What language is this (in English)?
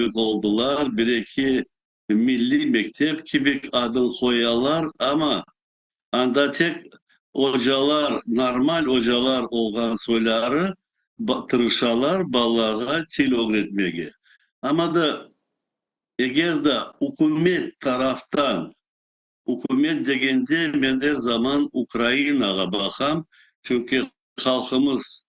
Crimean Tatar